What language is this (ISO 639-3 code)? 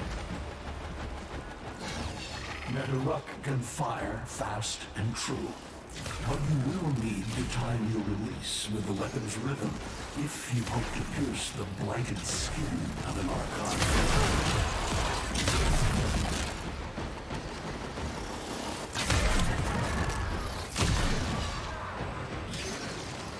eng